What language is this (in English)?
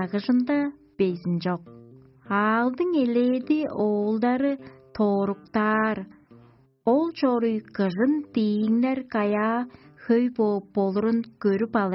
Tuvinian